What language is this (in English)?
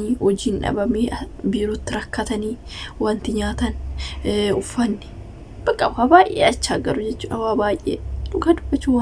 Oromo